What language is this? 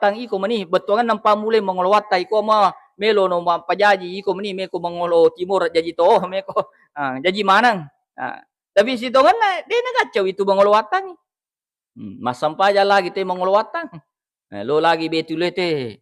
Buginese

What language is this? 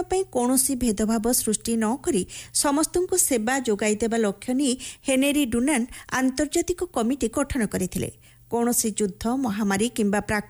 Odia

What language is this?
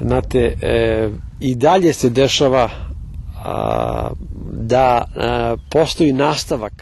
Rusyn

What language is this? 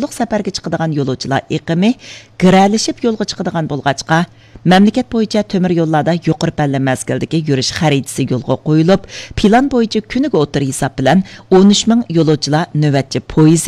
Uyghur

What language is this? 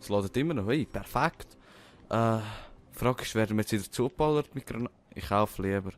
Swiss German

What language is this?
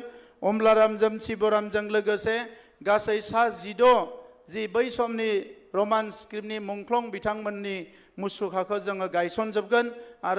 Bodo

